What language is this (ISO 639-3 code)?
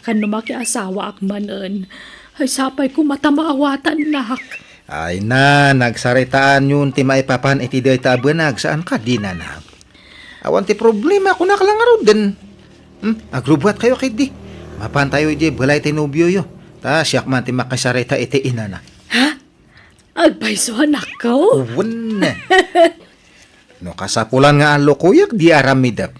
ilo